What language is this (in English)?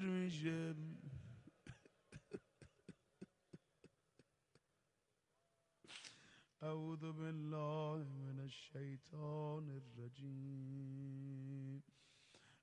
Persian